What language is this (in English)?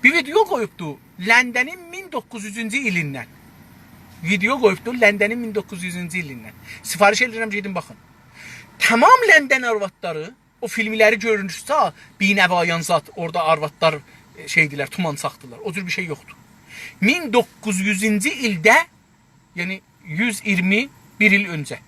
South Azerbaijani